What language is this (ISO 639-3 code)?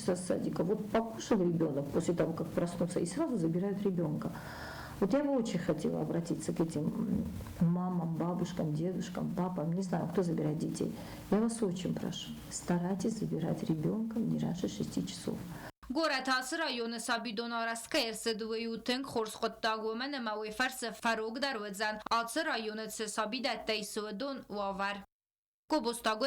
oss